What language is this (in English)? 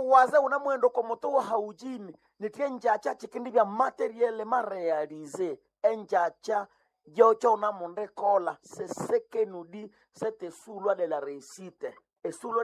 Swahili